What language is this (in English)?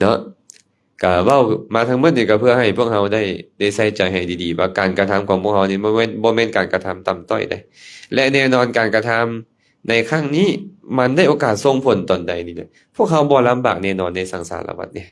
Lao